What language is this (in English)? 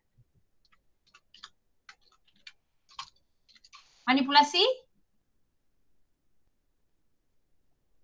Malay